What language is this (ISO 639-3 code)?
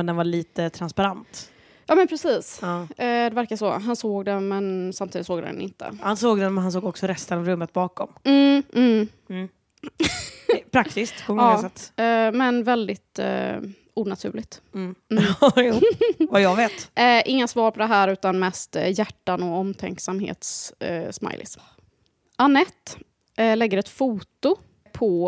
swe